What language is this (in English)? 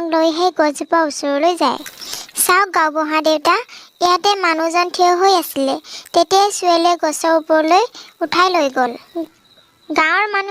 Assamese